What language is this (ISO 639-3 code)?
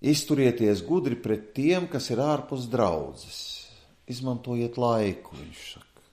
lav